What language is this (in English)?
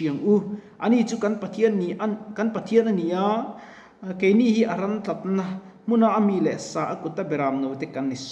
Mizo